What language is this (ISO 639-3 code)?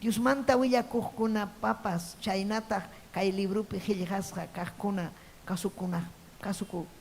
quy